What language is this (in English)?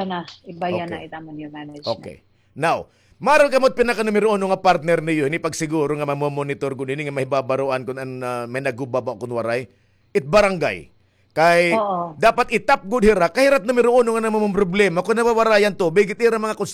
Waray